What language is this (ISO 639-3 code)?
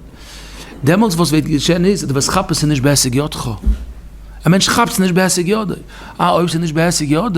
yid